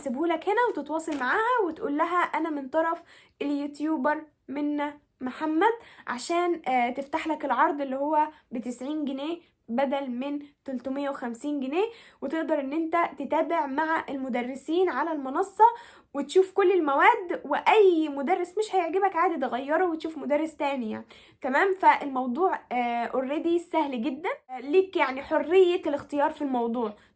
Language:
Egyptian Arabic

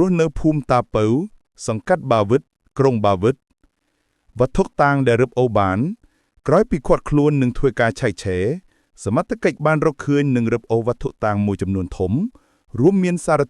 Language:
Khmer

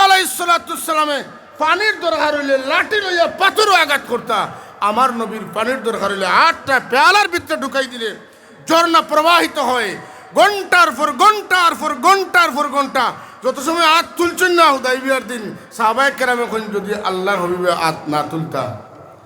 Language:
Sylheti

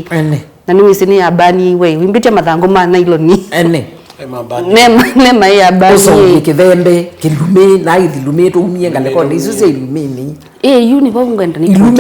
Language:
Kamba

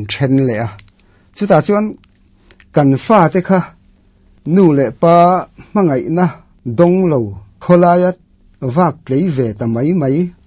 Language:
Mizo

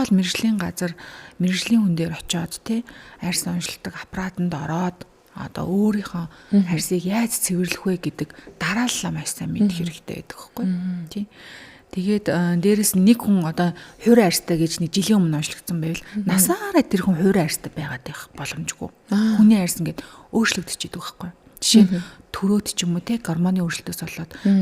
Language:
Mongolian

